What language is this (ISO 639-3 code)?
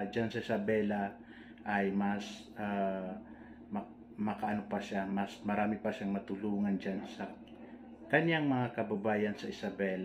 fil